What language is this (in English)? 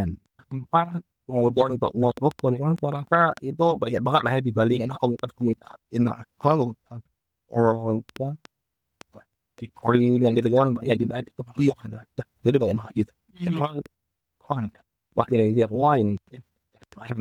Indonesian